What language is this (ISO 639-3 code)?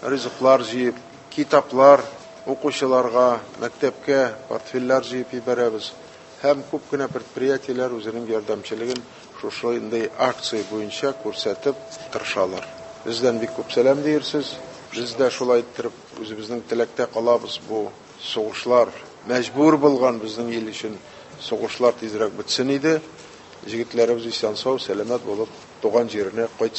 tat